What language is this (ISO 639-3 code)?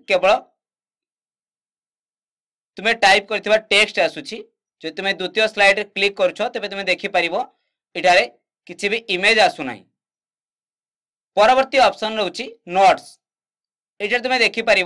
ori